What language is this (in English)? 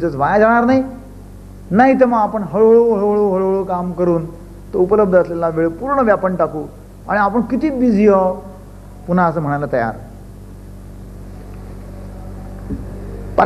Marathi